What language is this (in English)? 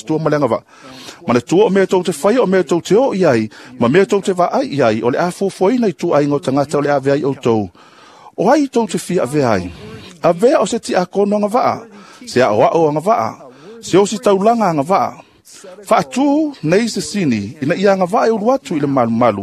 Samoan